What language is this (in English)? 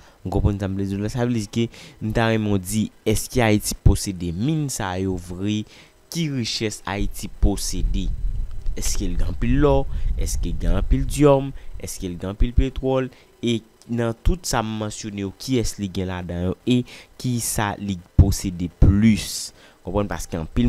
Haitian Creole